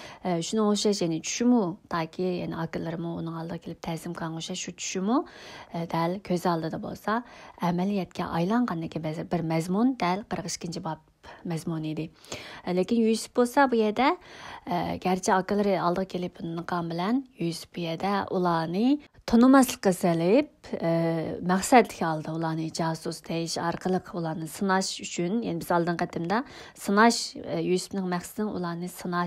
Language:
Uyghur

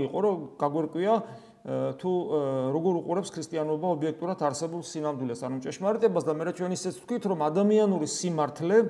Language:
Georgian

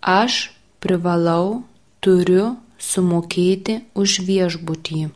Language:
Lithuanian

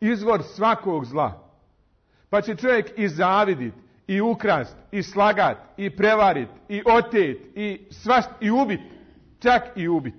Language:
Bosnian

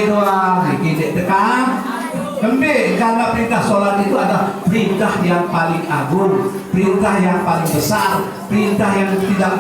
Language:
Sasak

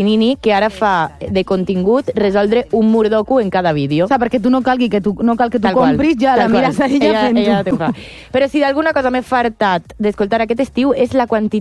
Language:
Catalan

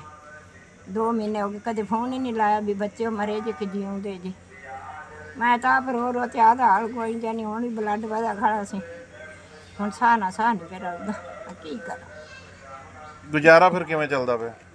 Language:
Punjabi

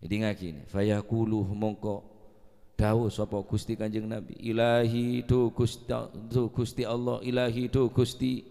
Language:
Madurese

